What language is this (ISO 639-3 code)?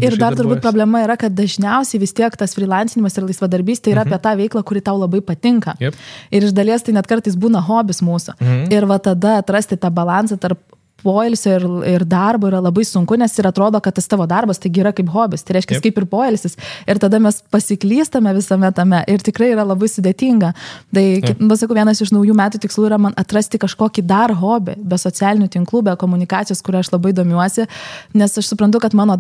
lit